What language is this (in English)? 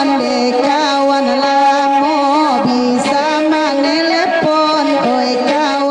Minangkabau